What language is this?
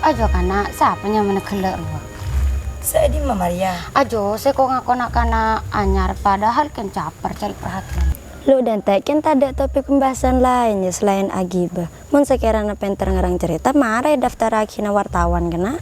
Madurese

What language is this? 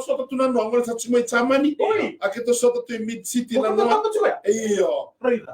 Fijian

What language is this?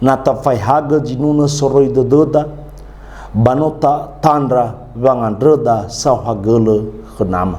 Nias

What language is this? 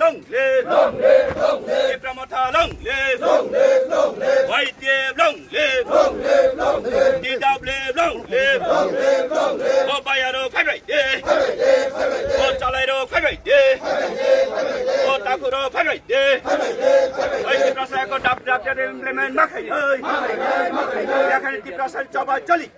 Kok Borok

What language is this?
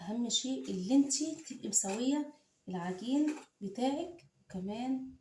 Egyptian Arabic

